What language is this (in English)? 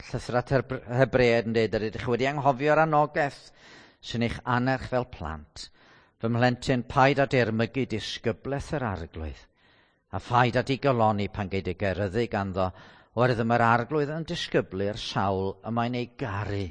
Welsh